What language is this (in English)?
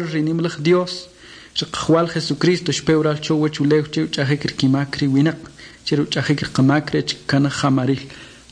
Kʼicheʼ